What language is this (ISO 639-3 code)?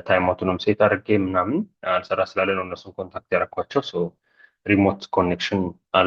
amh